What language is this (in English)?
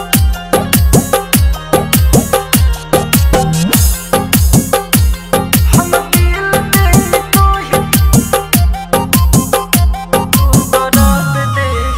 Bhojpuri